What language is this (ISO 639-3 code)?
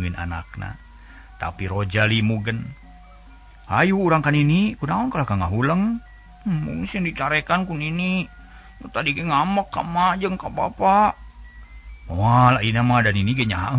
sun